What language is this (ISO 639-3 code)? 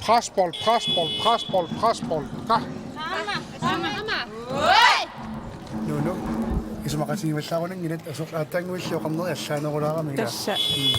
kal